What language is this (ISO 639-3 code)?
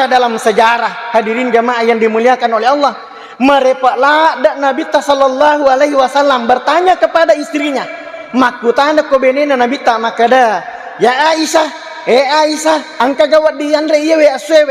bug